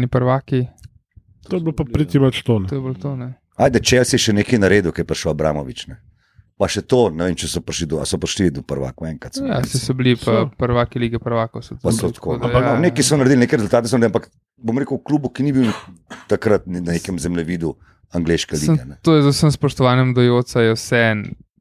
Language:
Slovenian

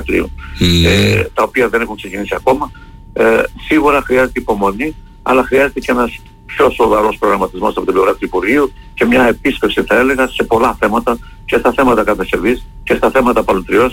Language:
Greek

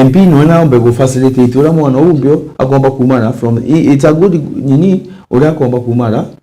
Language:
Meru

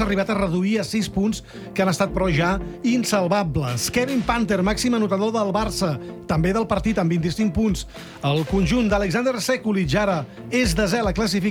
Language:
Catalan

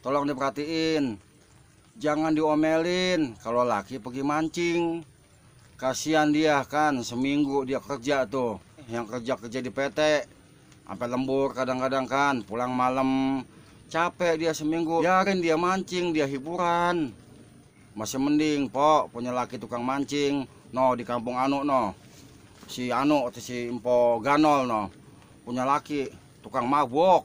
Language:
Betawi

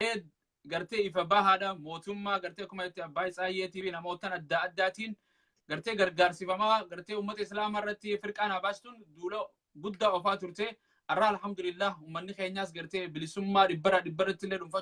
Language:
Oromo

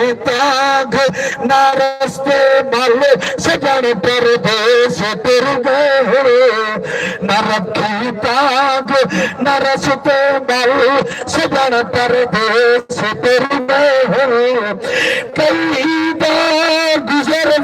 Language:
Saraiki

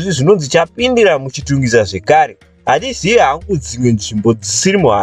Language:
Shona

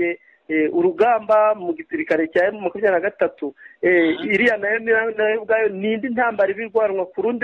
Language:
Kinyarwanda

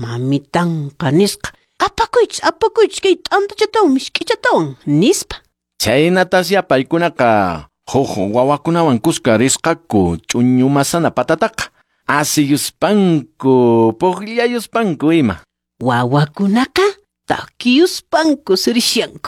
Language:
Quechua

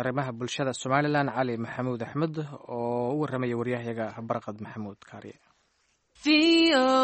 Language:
Somali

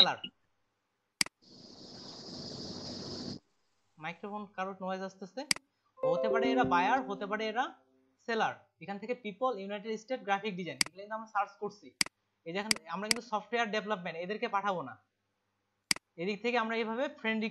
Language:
Bangla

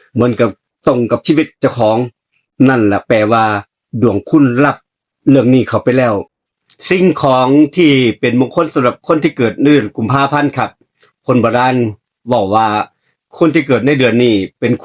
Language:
Northeastern Thai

